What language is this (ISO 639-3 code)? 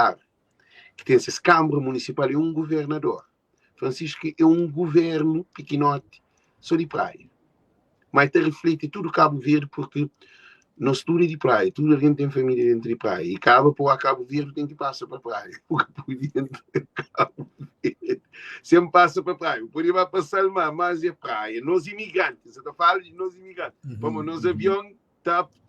kea